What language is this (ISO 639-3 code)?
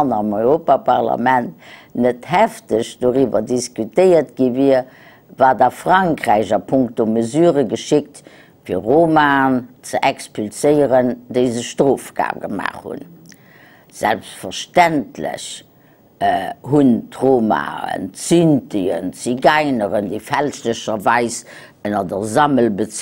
ltz